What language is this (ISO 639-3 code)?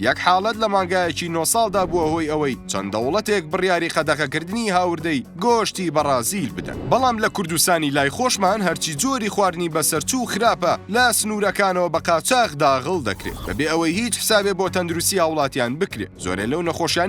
ckb